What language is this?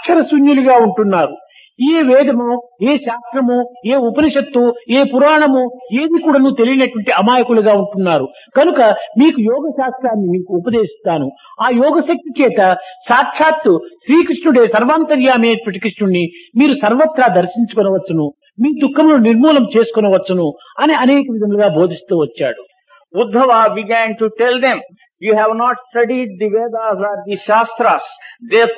Telugu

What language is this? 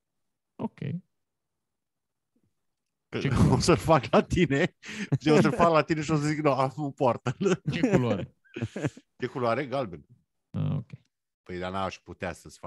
Romanian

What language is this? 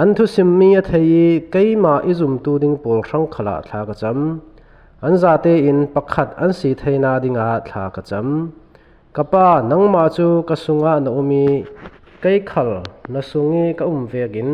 Falam Chin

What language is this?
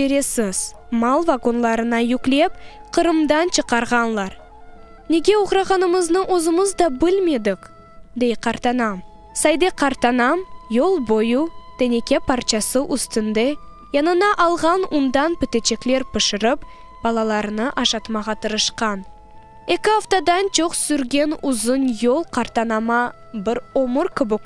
Crimean Tatar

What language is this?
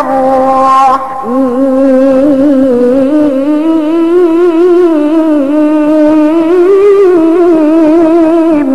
Yakan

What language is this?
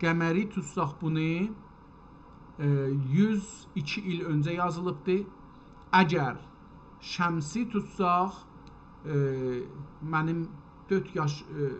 South Azerbaijani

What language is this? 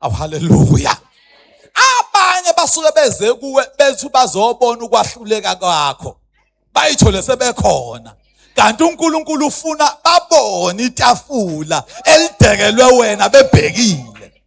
Zulu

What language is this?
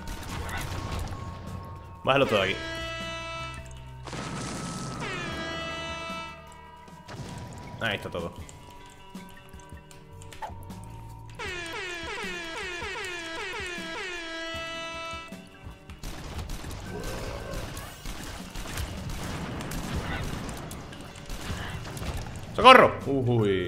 Spanish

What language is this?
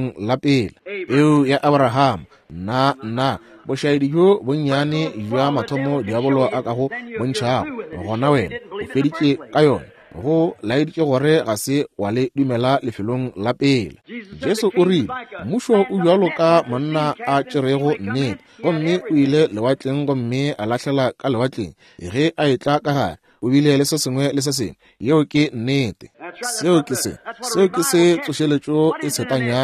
Northern Sotho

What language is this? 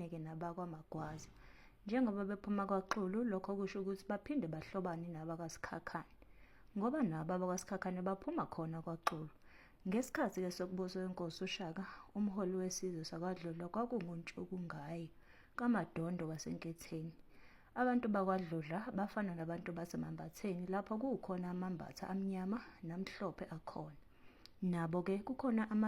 Zulu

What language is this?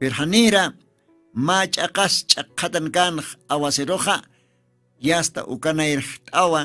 Aymara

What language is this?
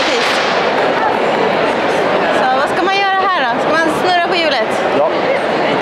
Swedish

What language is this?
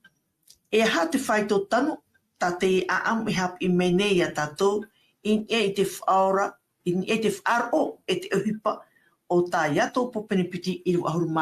Tahitian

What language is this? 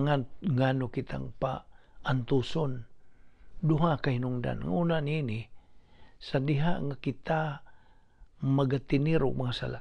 Cebuano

